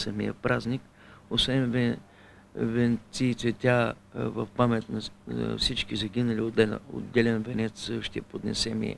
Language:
Bulgarian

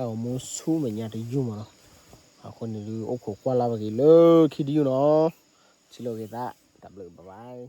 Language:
S'gaw Karen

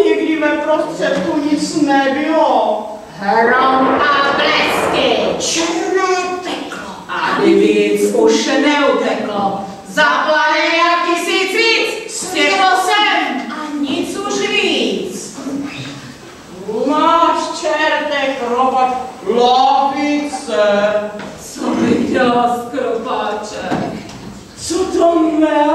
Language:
Czech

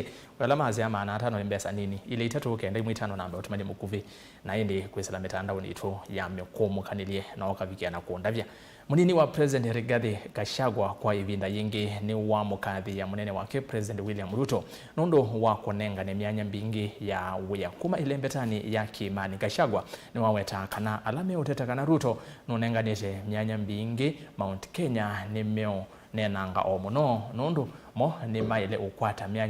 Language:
Kamba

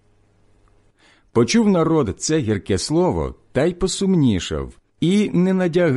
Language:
Ukrainian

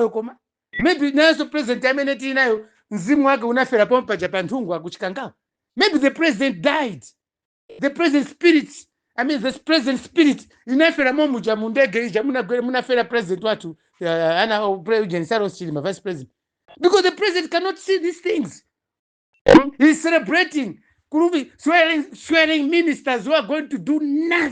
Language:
Nyanja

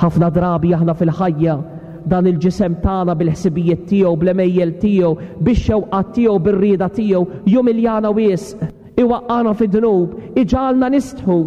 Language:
Maltese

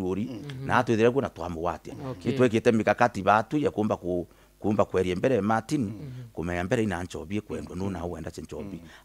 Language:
Meru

